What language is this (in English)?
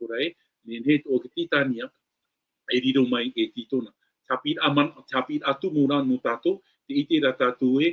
Tahitian